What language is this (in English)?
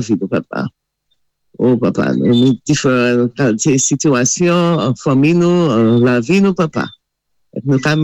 Saint Lucian Creole French